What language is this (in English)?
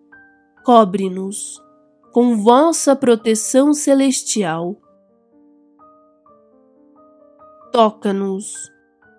Portuguese